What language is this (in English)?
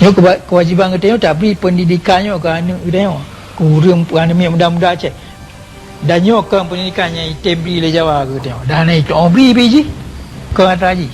Achinese